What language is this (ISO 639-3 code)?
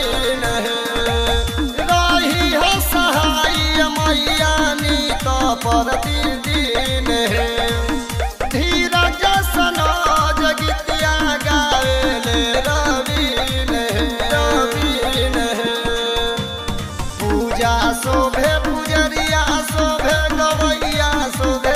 bho